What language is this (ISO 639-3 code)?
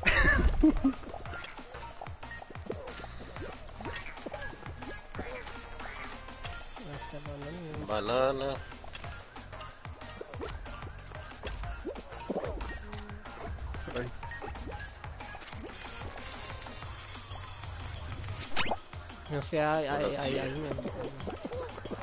por